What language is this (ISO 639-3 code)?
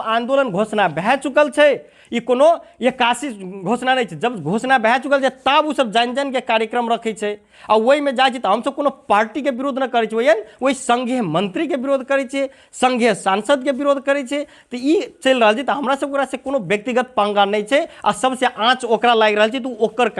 mai